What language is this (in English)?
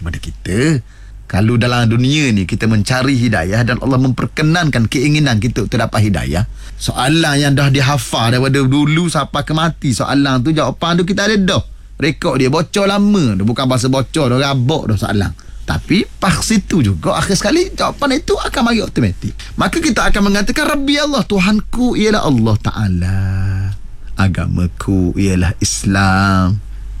Malay